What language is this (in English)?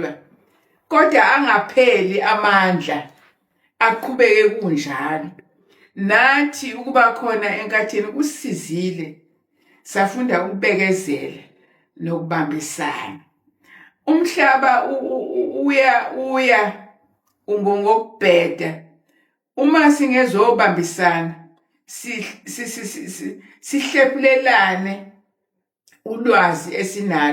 Zulu